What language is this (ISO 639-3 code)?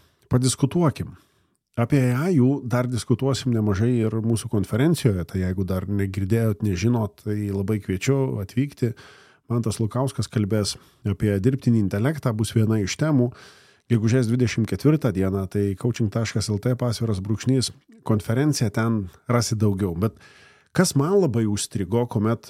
lit